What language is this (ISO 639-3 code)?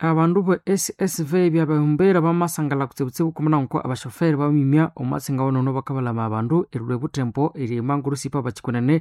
nnb